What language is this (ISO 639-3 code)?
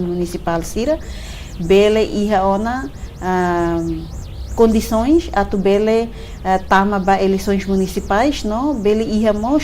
tet